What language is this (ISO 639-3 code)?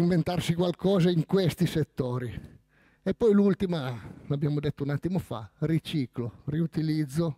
ita